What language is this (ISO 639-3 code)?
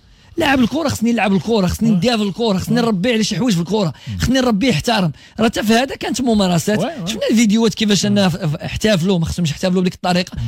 ary